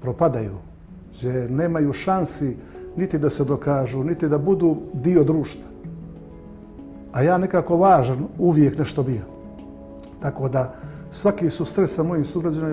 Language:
Bosnian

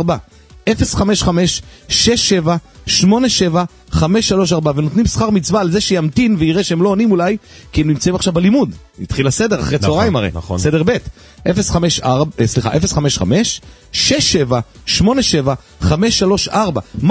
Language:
Hebrew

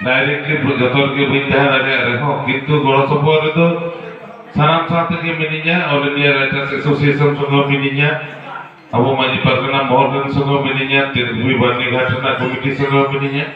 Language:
Santali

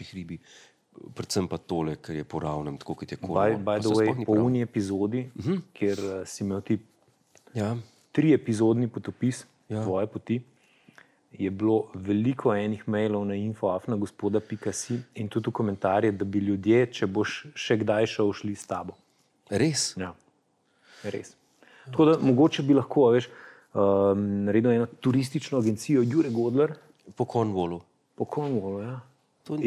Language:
Slovenian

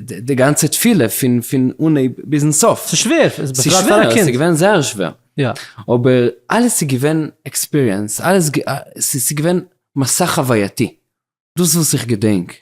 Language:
Yiddish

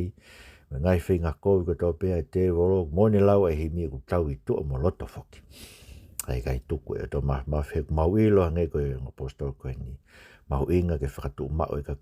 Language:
Tongan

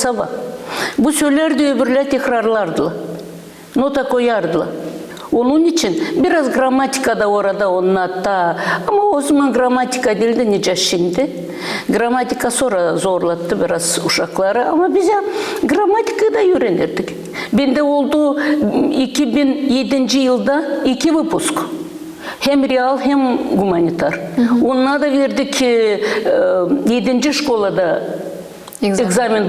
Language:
Gagauz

